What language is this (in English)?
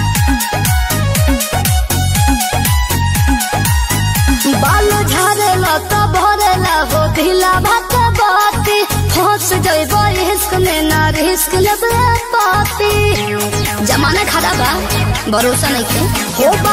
Bhojpuri